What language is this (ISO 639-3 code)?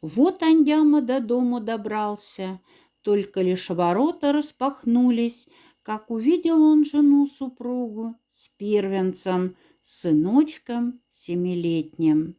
mdf